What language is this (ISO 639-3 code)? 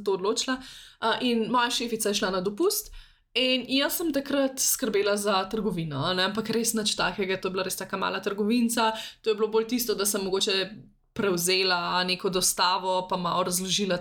slv